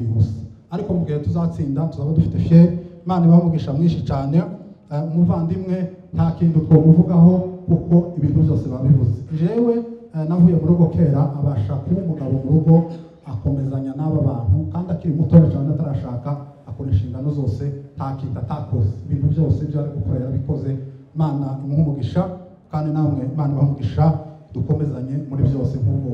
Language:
Kinyarwanda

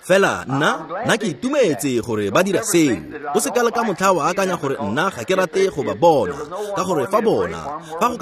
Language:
Tswana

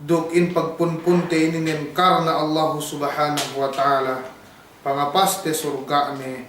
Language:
Yakan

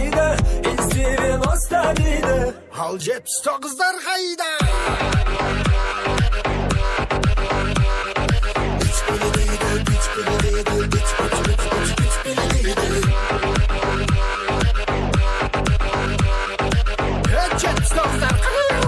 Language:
Kazakh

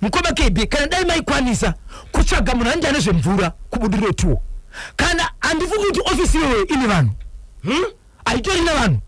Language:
Shona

